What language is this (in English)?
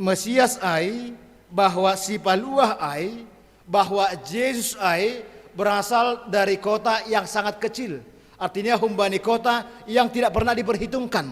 Batak Simalungun